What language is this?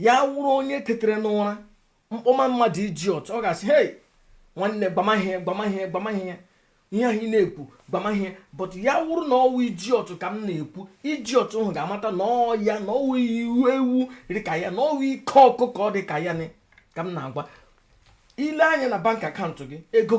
Igbo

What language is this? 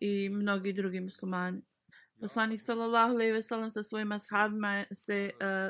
Bosnian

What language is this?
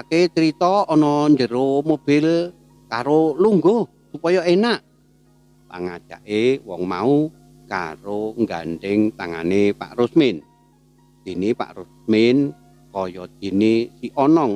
Javanese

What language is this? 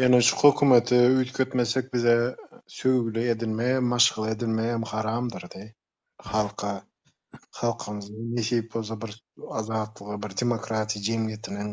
Turkmen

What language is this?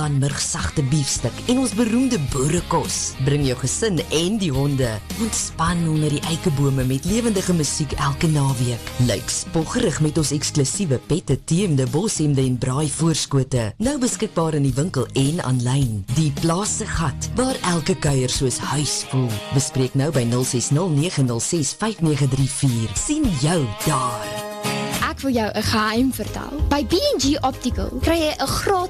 Afrikaans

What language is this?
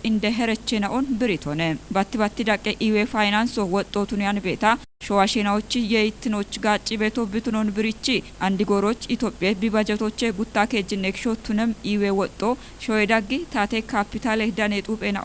Kafa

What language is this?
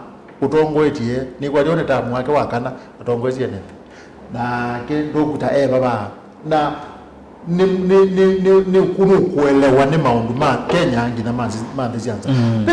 Kamba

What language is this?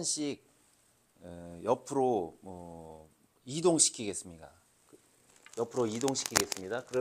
Korean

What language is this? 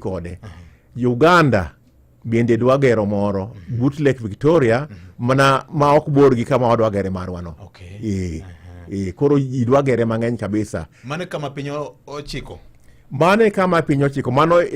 Luo (Kenya and Tanzania)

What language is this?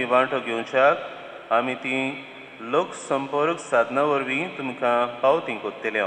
Konkani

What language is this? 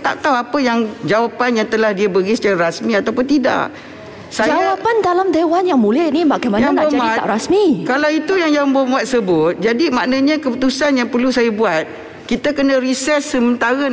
Malay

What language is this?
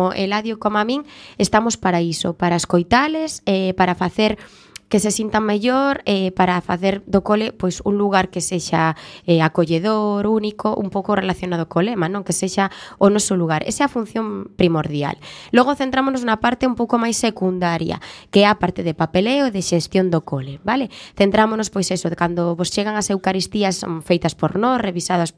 Galician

